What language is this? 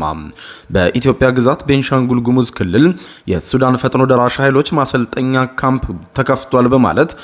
Amharic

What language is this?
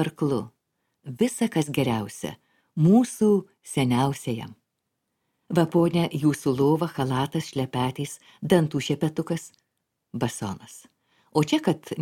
Lithuanian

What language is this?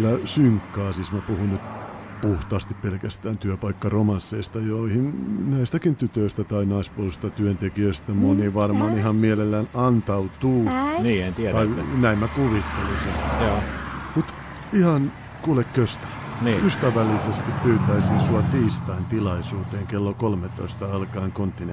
Finnish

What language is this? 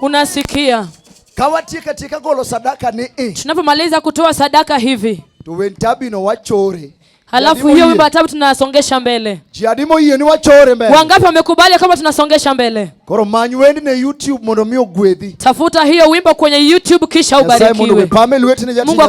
Luo (Kenya and Tanzania)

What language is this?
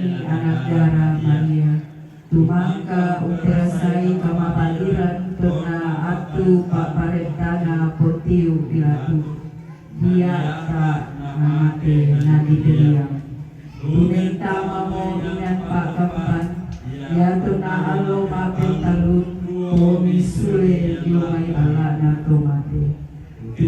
Toraja-Sa'dan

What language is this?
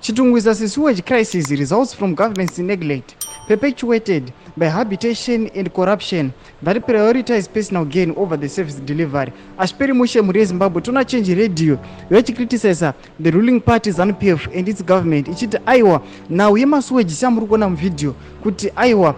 Shona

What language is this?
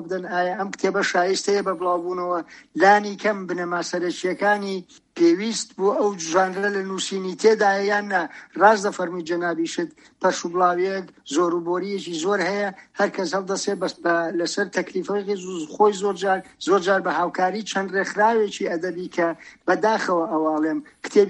Central Kurdish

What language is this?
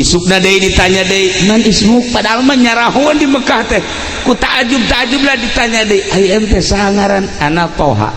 Sundanese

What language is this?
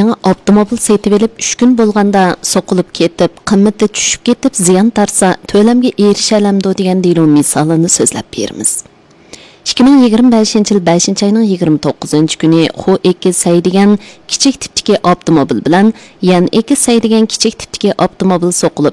Uyghur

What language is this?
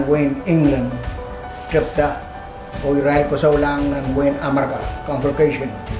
Pohnpeian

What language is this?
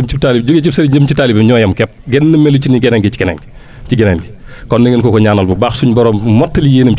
Wolof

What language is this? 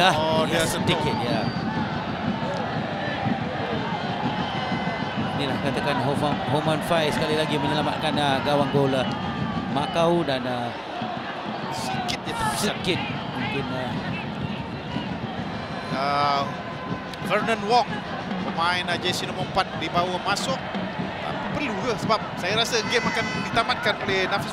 Malay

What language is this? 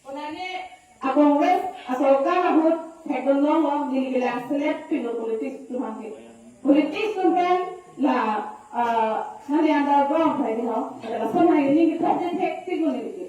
Karbi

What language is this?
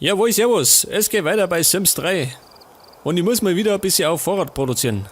Bavarian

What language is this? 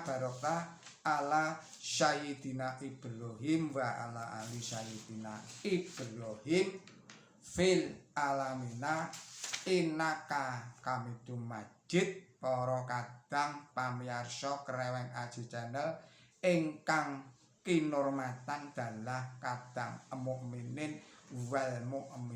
Javanese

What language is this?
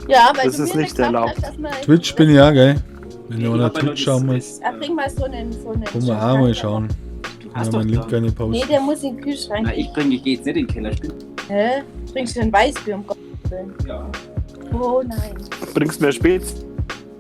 Bavarian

